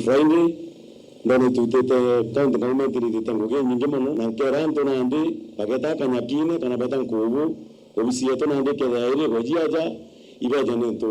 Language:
Meru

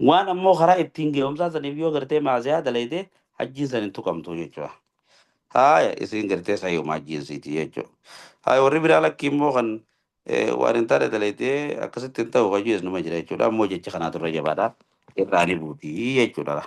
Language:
Oromo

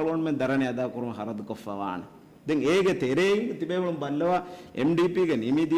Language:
Divehi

